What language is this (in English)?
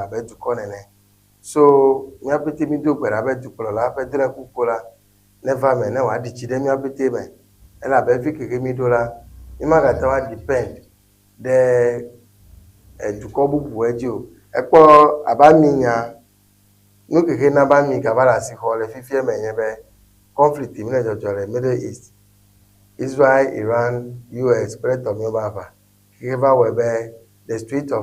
Ewe